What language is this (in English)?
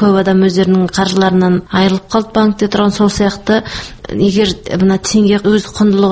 Kazakh